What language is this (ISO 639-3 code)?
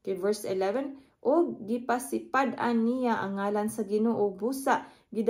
ceb